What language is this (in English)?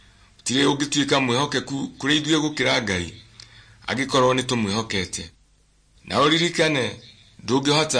Kikuyu